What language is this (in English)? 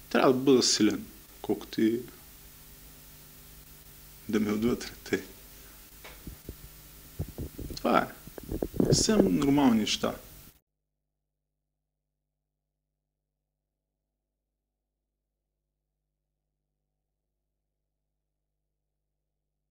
Bulgarian